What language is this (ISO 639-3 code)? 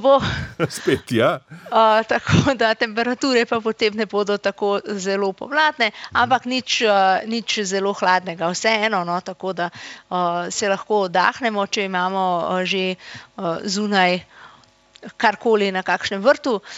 slv